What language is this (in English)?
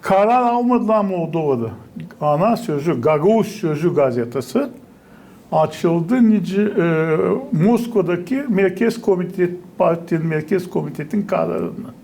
Gagauz